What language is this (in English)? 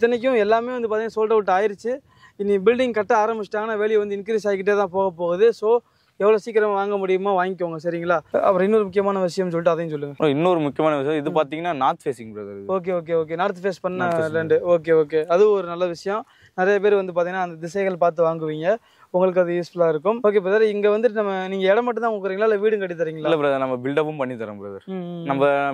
Tamil